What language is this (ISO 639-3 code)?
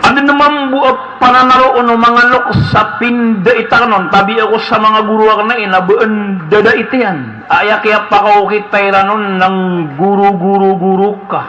mrw